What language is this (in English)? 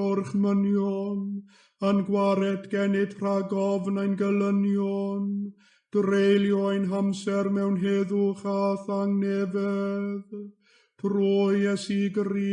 Welsh